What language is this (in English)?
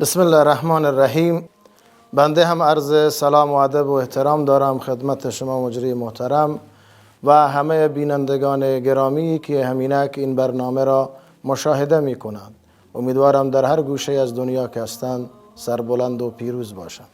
Persian